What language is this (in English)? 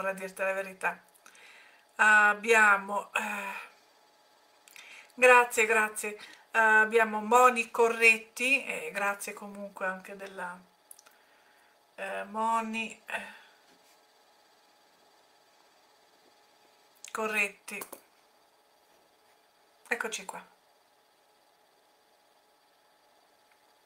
Italian